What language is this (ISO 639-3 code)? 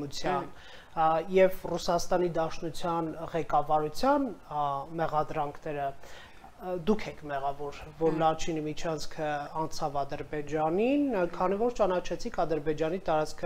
hye